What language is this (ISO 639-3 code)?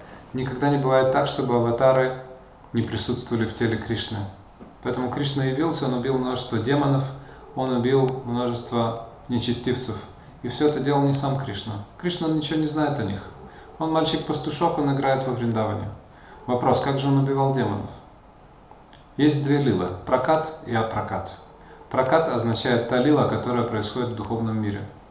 rus